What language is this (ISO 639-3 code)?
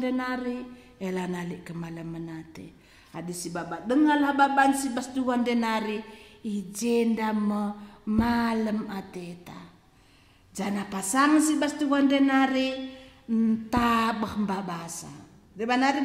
btx